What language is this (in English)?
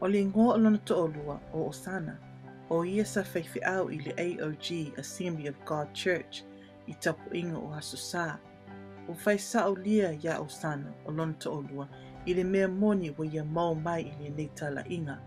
Samoan